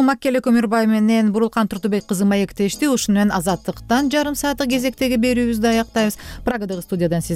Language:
Kyrgyz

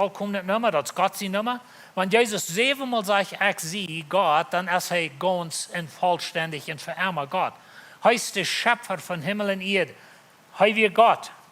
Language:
Plautdietsch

